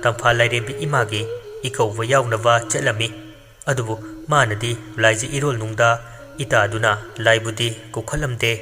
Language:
Manipuri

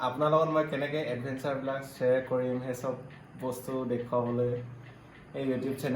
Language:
Assamese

